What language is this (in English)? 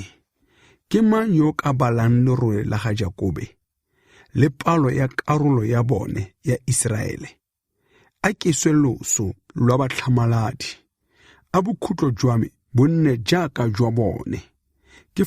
Tswana